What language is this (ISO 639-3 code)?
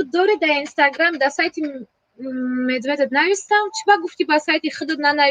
tgk